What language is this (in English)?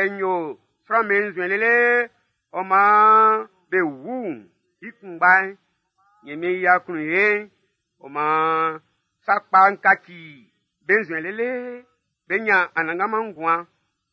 Baoulé